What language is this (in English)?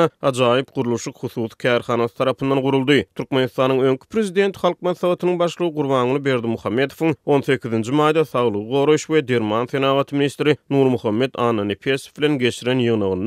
Turkmen